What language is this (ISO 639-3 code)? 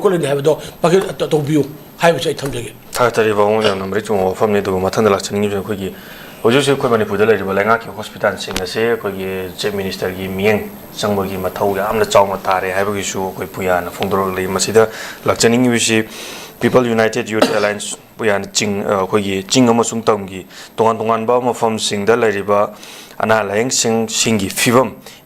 mni